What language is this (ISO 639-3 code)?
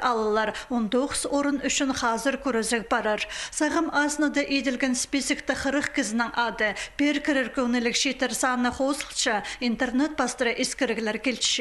kjh